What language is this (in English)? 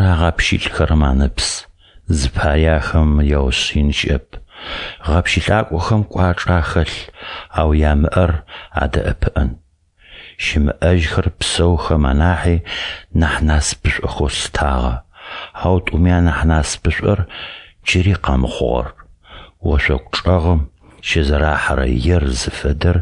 Adyghe